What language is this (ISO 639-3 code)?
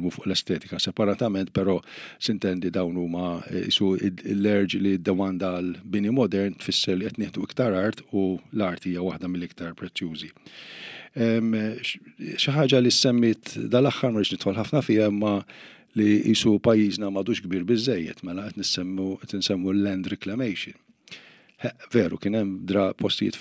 mlt